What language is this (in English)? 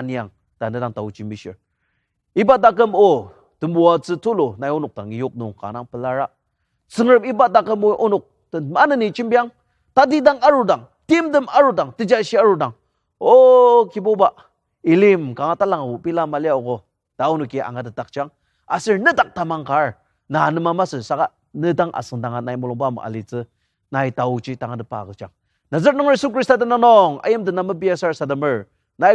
Ao Naga